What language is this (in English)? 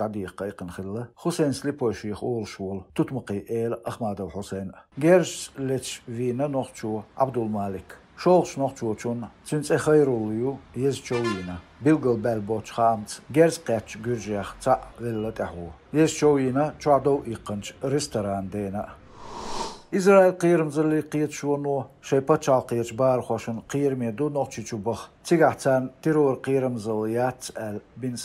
Chechen